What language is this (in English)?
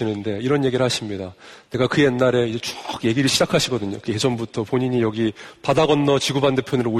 Korean